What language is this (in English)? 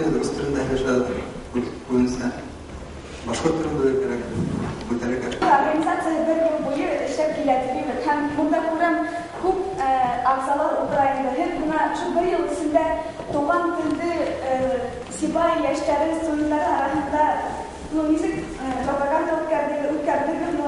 Bashkir